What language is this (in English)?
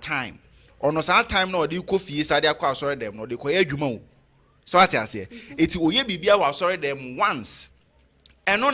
Akan